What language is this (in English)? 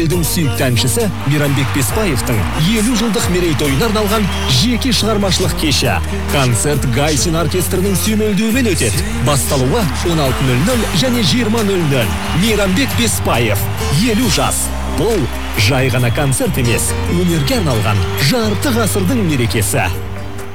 Kazakh